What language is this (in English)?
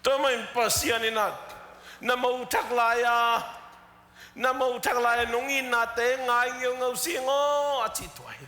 Tedim Chin